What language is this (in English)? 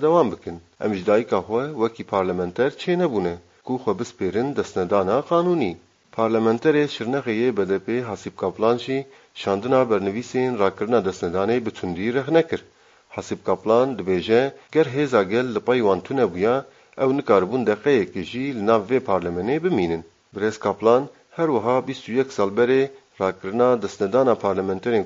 Kurdish